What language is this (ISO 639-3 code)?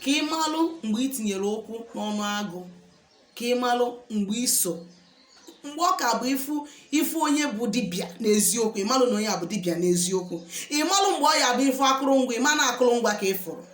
ibo